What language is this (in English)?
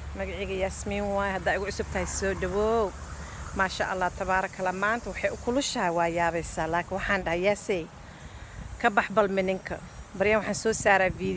Somali